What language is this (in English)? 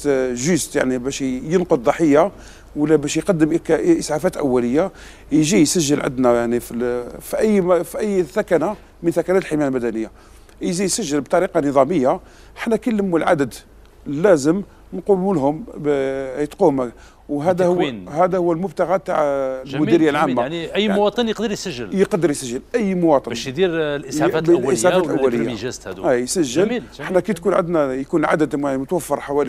Algerian Arabic